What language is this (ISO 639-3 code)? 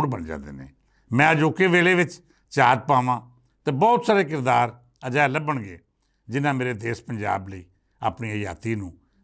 lah